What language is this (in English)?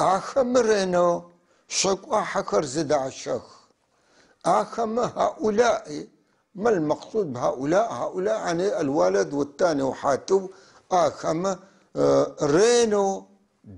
North Levantine Arabic